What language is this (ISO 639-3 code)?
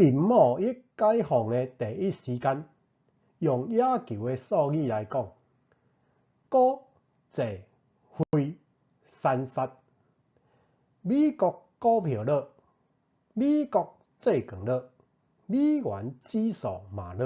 nan